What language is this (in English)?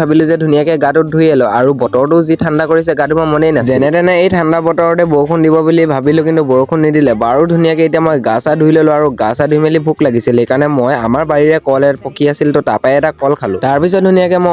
Assamese